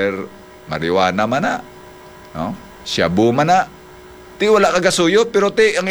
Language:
Hiligaynon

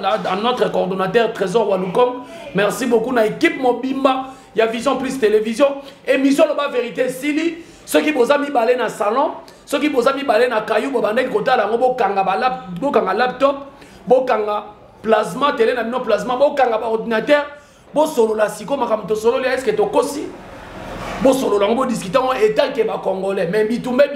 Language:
Lingala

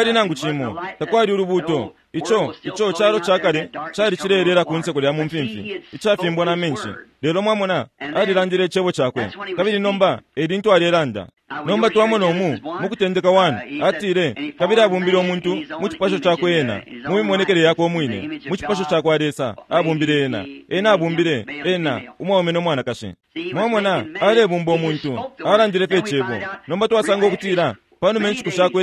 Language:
Bemba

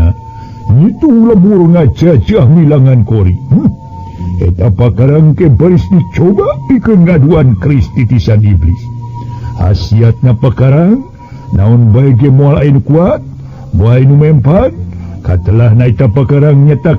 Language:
Sundanese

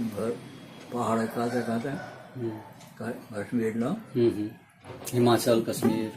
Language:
Maithili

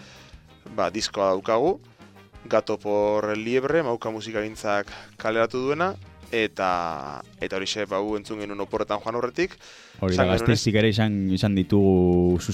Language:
Basque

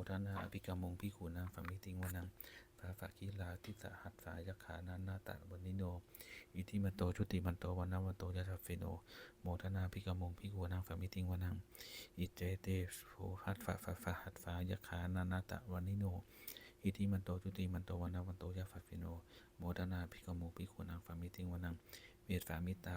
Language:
Pali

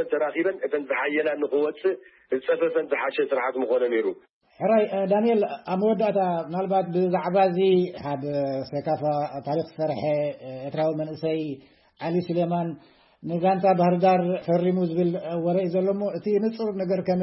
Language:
Tigrinya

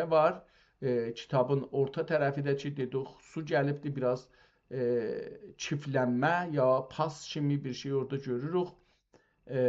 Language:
South Azerbaijani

